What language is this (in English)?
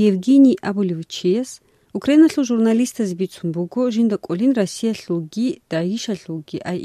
Avaric